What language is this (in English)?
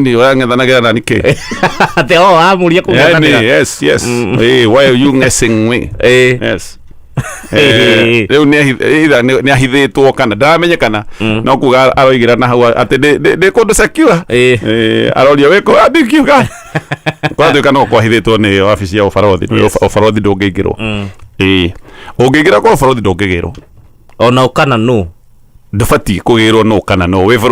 Kikuyu